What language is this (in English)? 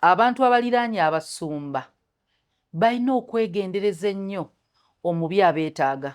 Ganda